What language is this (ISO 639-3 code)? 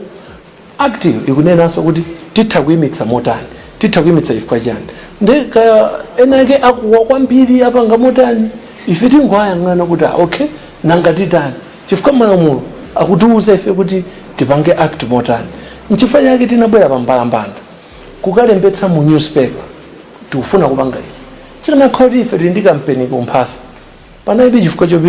nya